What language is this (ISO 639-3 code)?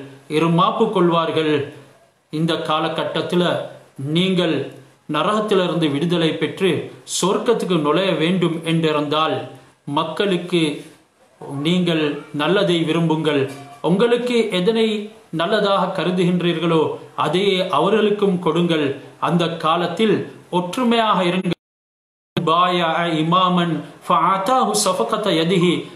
tam